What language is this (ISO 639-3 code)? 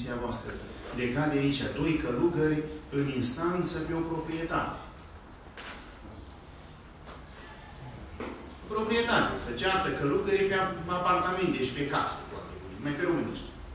ron